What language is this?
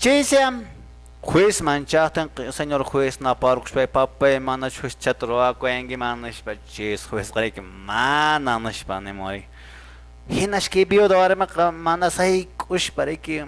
Quechua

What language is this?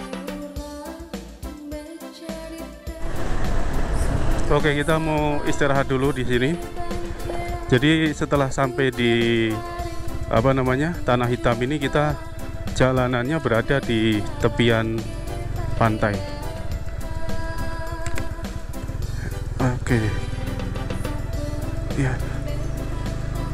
Indonesian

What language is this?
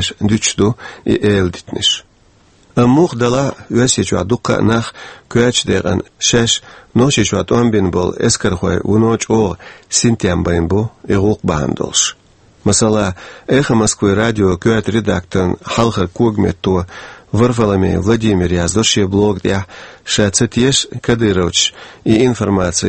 Chechen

